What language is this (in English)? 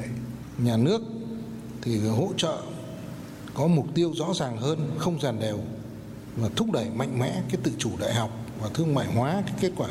Vietnamese